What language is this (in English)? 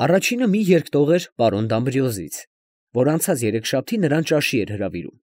Armenian